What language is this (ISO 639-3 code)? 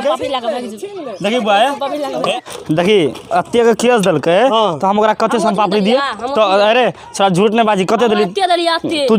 mai